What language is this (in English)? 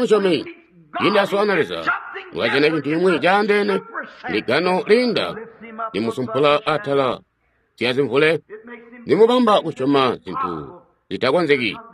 Tonga (Zambia)